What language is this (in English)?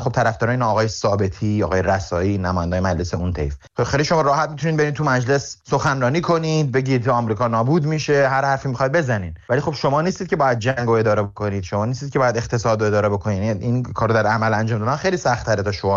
Persian